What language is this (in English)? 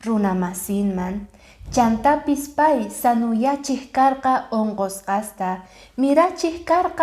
Quechua